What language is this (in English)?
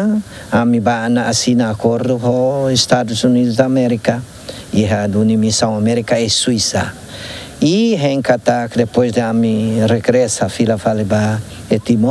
Tetum